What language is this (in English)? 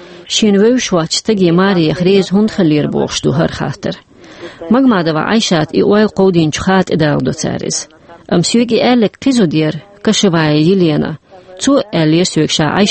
Chechen